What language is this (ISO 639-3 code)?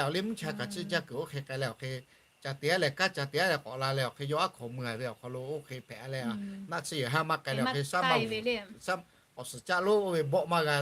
lhu